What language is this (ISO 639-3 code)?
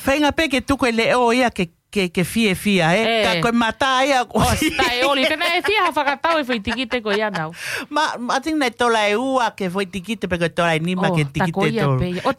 ton